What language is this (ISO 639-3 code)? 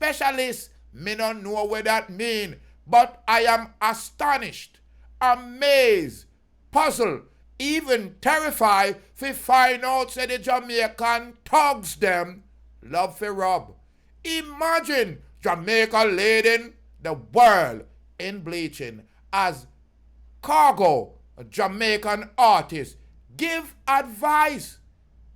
jam